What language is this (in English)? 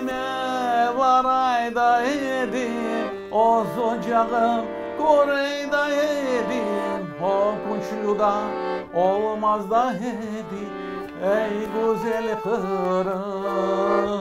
Crimean Tatar